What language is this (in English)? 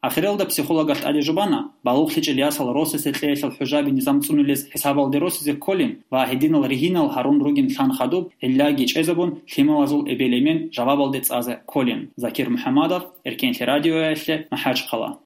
Avaric